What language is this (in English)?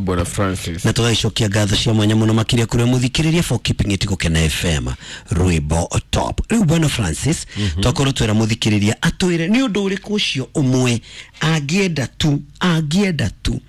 Kikuyu